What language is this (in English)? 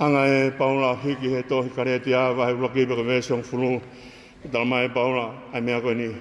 Tongan